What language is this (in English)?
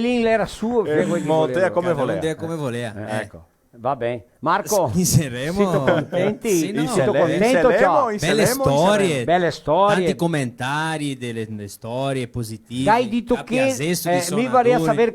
Venetian